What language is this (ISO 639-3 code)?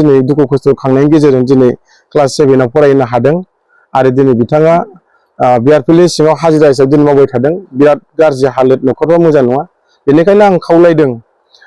brx